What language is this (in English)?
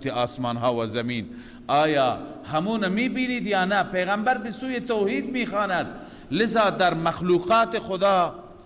Persian